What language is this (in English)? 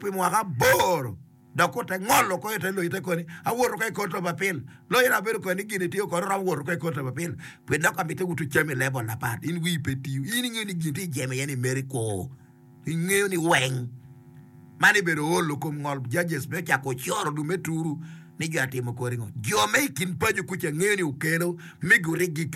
Acoli